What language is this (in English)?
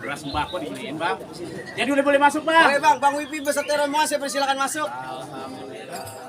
Betawi